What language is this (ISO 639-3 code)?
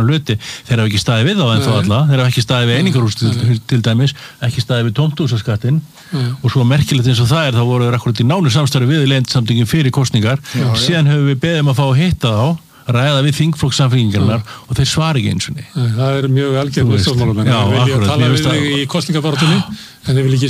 isl